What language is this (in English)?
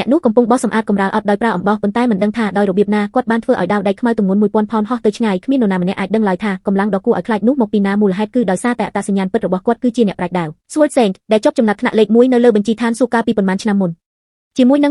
Khmer